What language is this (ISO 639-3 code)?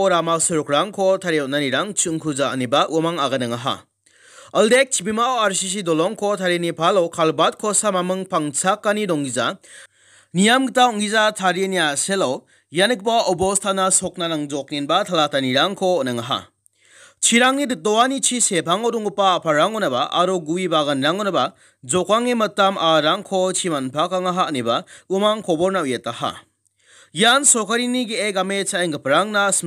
grt